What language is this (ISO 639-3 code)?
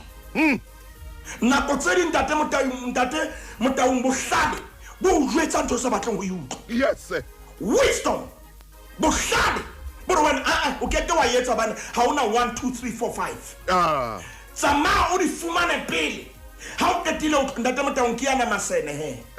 sot